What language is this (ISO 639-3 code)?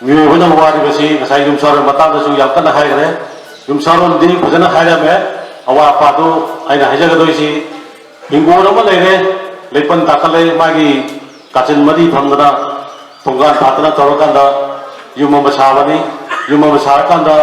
mni